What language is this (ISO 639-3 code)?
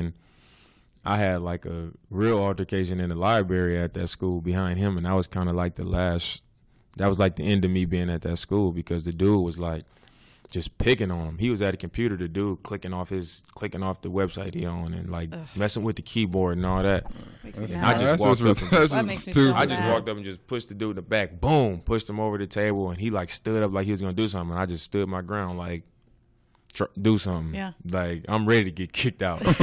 eng